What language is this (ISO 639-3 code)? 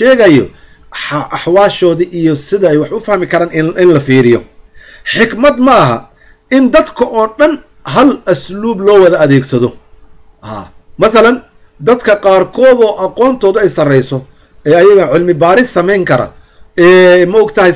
som